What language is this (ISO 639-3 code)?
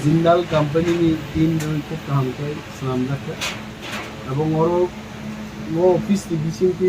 trp